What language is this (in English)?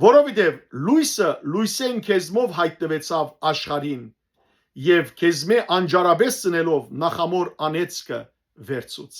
Western Armenian